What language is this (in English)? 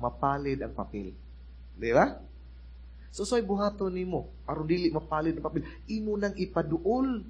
Cebuano